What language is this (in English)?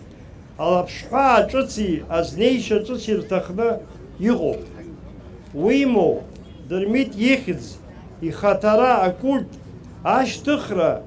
Abkhazian